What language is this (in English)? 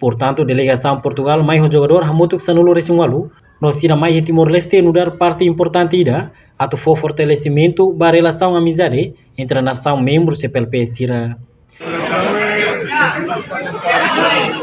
Tetum